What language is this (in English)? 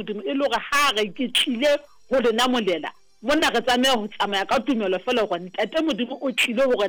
Southern Sotho